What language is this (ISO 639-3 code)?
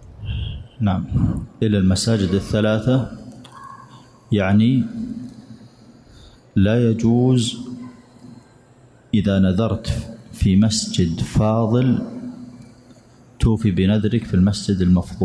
ara